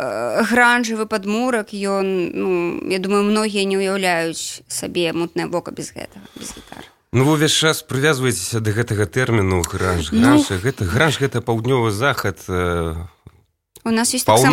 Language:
Belarusian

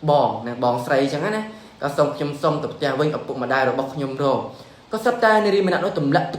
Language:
Khmer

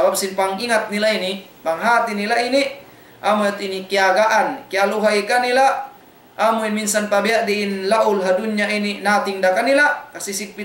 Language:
Tausug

